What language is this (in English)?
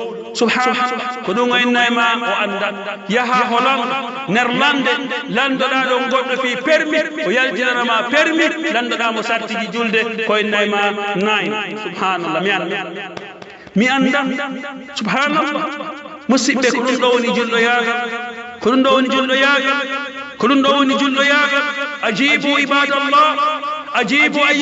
Pular